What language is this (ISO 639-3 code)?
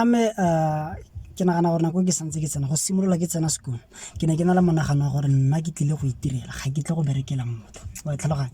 tsn